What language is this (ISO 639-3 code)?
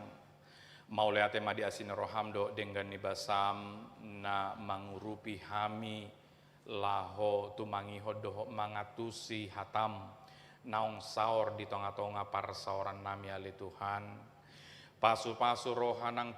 bbc